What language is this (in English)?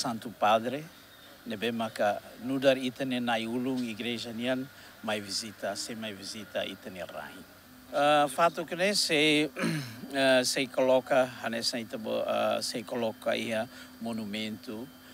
Tetum